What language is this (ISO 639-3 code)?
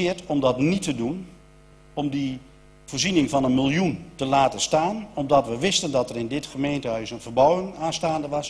nld